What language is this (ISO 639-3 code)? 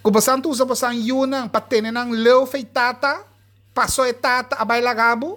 pap